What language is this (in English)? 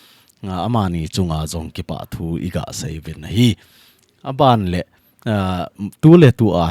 Thado Chin